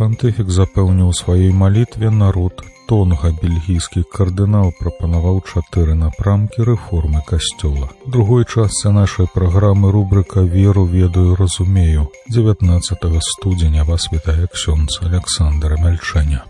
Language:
Belarusian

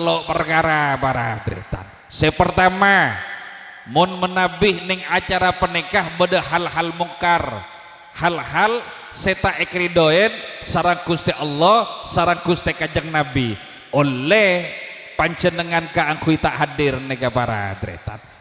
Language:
Madurese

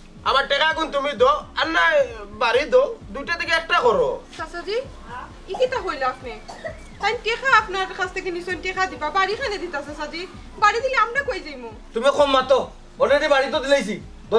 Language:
Sylheti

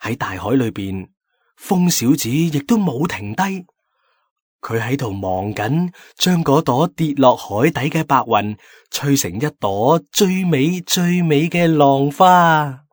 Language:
Cantonese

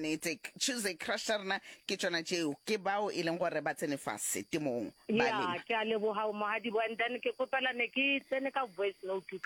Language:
Northern Sotho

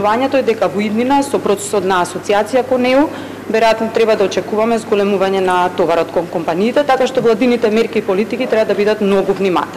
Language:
Macedonian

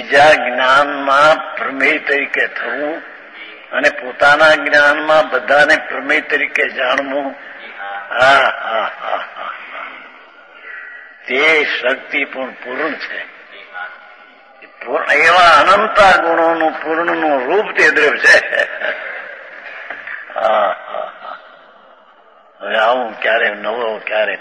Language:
Gujarati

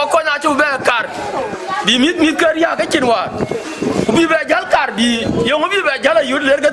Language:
Dinka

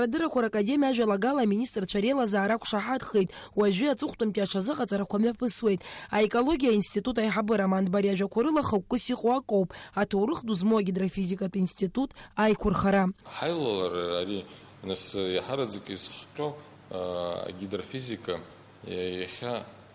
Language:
Abkhazian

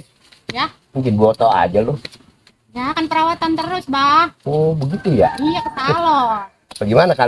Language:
Betawi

